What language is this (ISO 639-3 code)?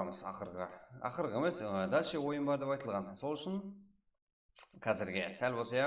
kaa